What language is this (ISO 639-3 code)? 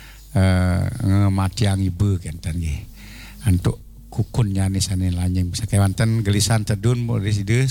ban